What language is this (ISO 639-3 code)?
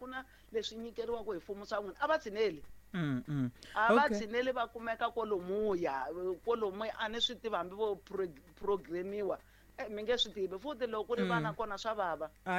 tso